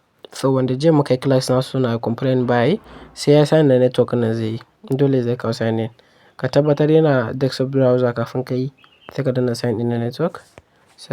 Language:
Hausa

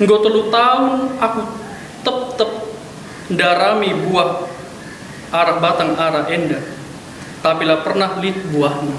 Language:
Batak Karo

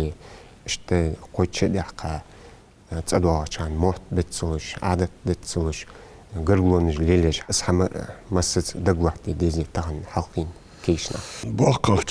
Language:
Ingush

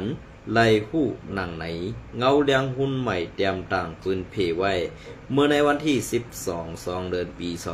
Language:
Shan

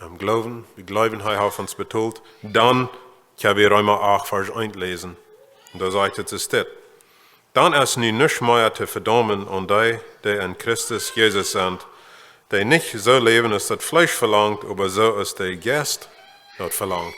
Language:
Plautdietsch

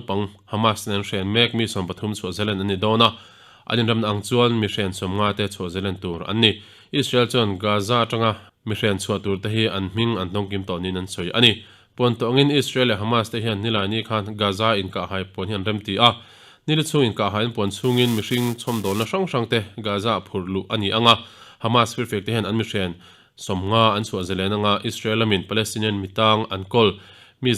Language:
Mizo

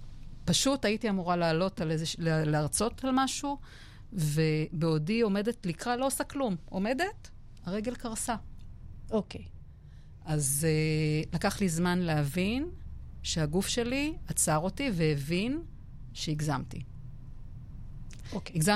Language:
Hebrew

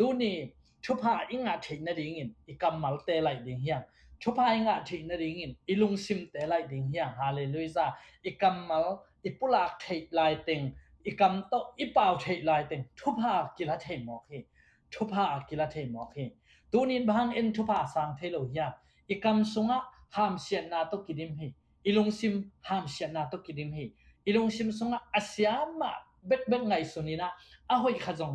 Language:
Tedim Chin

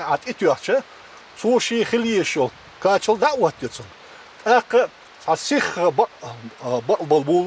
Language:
Chechen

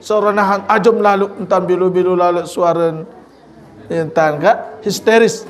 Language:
Sasak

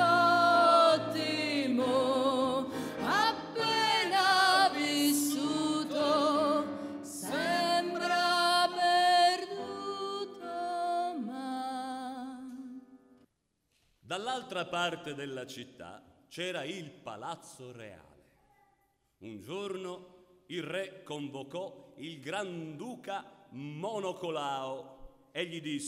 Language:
Italian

